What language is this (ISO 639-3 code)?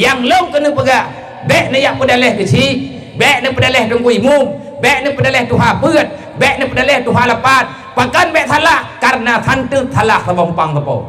ace